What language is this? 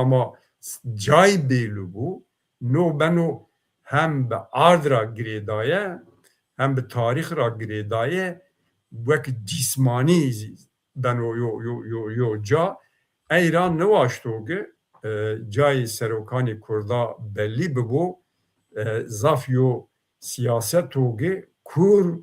Zaza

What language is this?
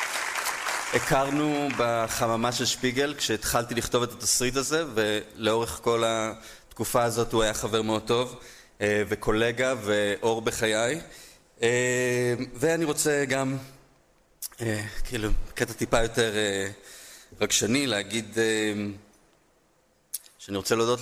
Hebrew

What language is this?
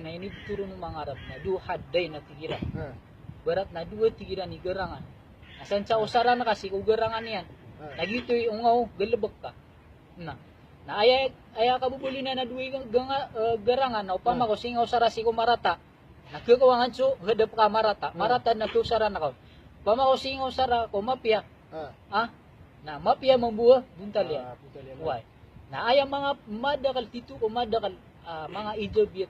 Maranao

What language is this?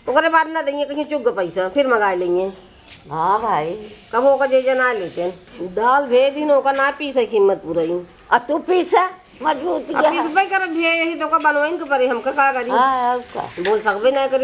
Awadhi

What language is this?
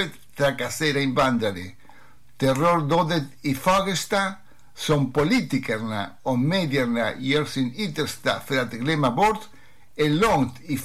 Swedish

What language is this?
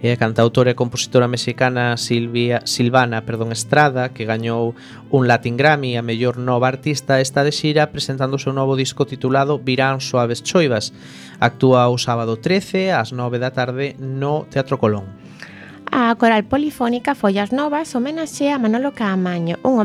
Galician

